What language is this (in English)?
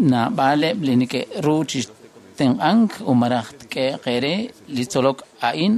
Kekchí